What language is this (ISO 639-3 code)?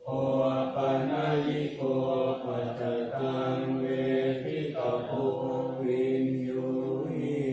pli